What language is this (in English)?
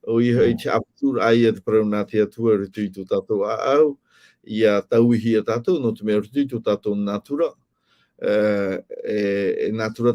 Tahitian